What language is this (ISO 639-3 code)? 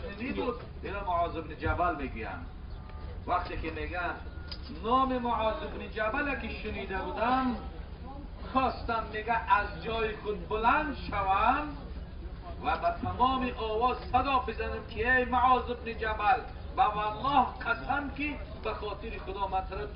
tgk